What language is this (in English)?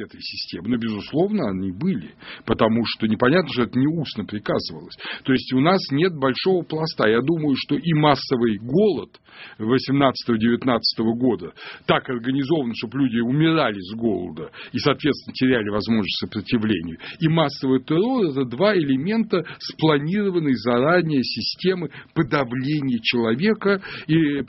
Russian